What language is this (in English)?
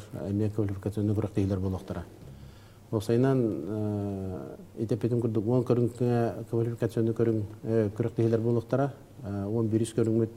Yakut